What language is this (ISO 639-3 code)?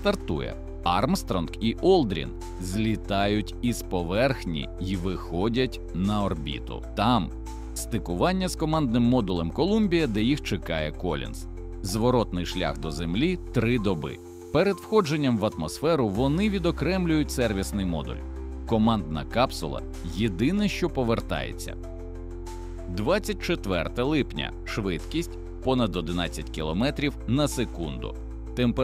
ukr